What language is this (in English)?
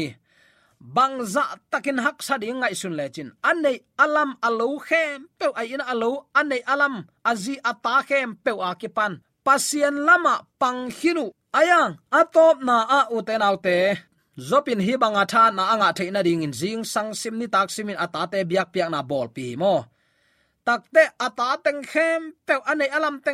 Tedim Chin